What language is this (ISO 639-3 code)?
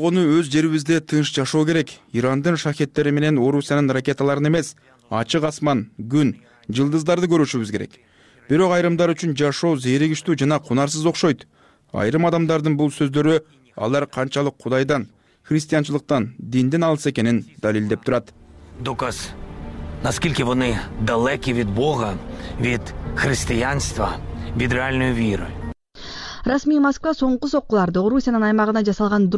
kir